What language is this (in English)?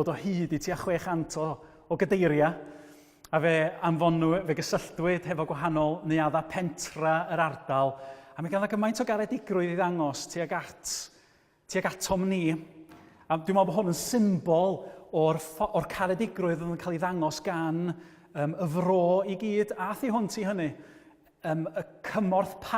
Welsh